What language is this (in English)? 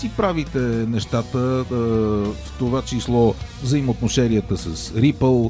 Bulgarian